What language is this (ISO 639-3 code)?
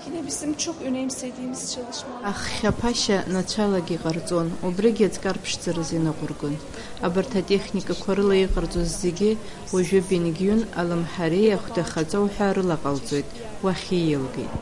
abk